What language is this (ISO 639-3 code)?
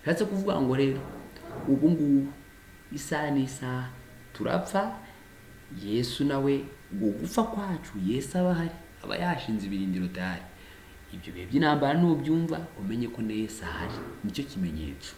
kin